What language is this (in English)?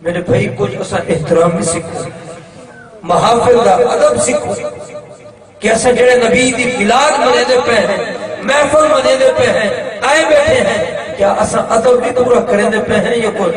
Saraiki